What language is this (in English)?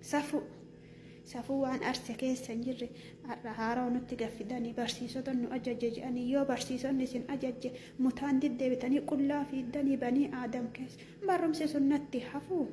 Oromo